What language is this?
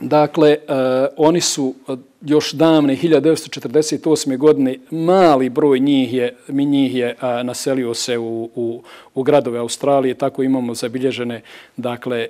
Bosnian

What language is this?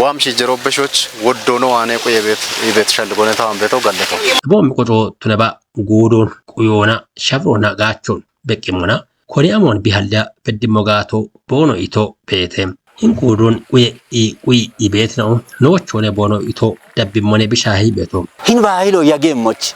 Kafa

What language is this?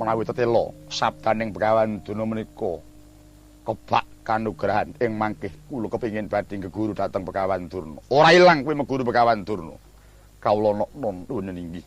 Javanese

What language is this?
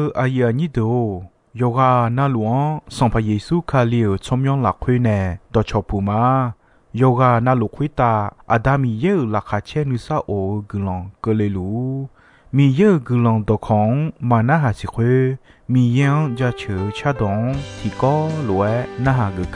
Akha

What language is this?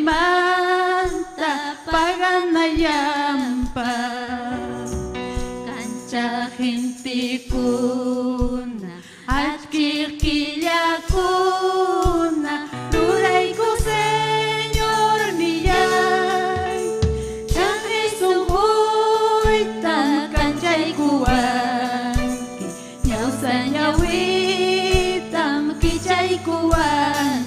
Ayacucho Quechua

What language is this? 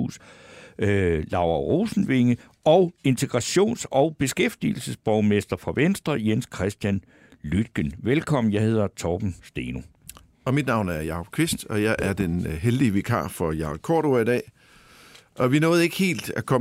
Danish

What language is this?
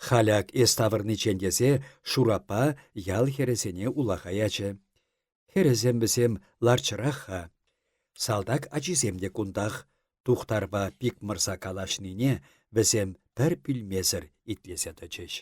Chuvash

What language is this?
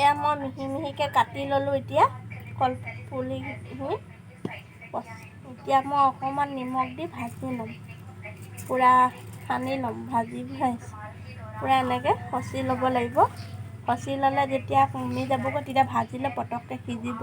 Assamese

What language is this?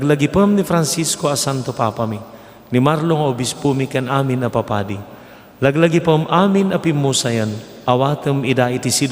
Iloko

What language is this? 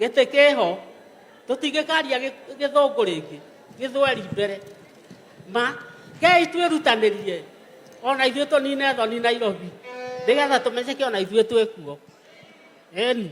Kikuyu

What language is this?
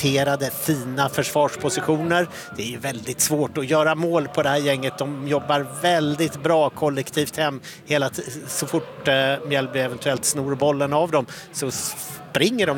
Swedish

